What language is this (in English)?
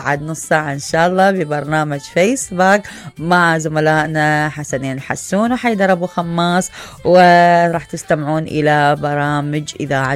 Mesopotamian Arabic